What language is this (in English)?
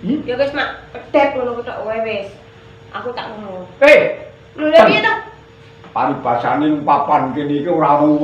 Javanese